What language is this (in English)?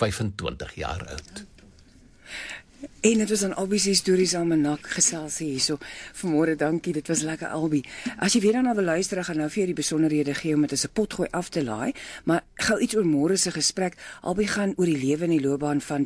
Afrikaans